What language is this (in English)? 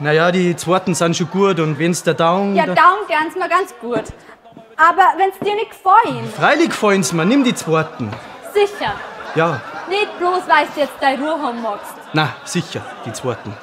Bavarian